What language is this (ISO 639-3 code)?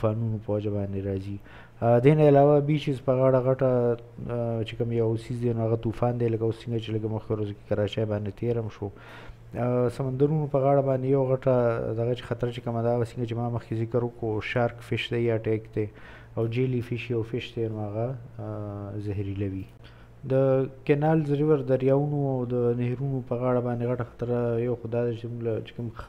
pus